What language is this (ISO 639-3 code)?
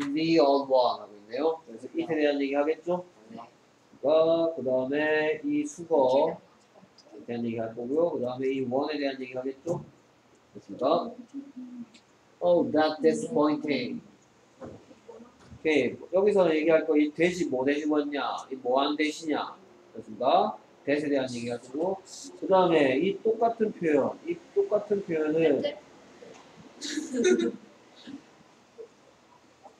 kor